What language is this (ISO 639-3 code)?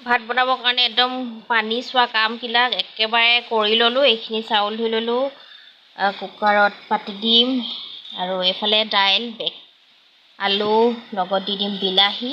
asm